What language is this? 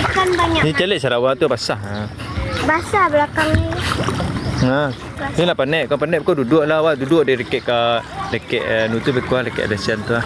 Minangkabau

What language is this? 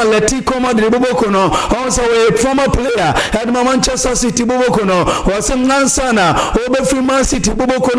Akan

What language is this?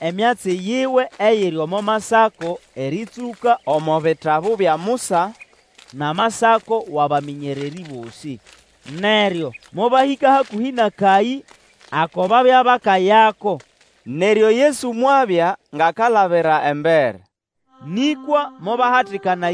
Nande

